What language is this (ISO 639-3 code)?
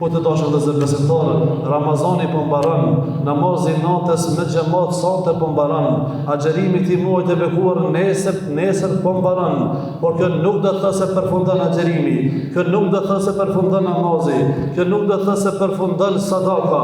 sqi